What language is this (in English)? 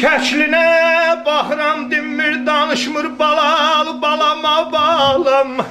South Azerbaijani